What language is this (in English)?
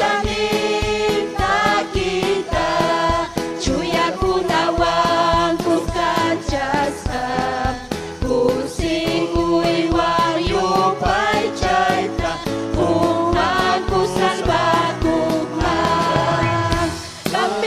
Ayacucho Quechua